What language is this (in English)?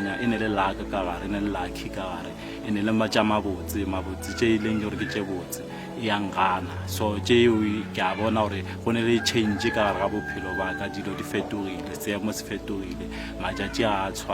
Northern Sotho